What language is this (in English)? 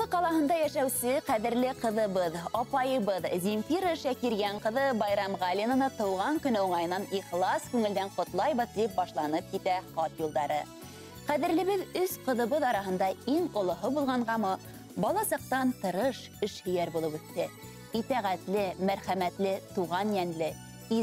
Bashkir